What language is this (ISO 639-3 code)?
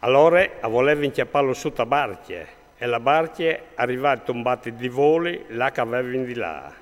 fur